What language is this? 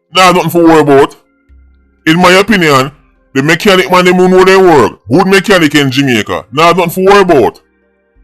Jamaican Creole English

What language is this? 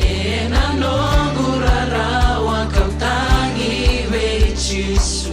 Fijian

